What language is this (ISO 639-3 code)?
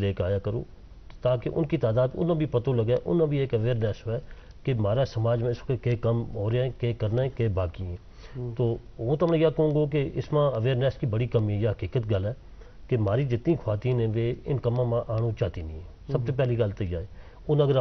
gju